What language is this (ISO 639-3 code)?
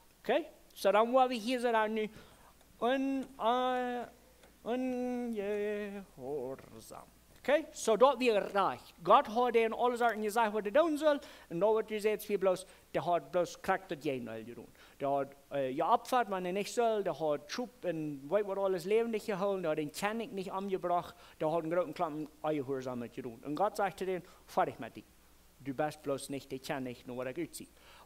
pdt